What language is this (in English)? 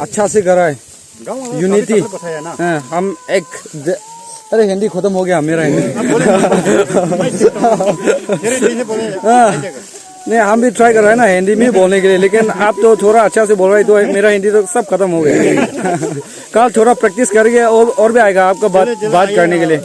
Naga Pidgin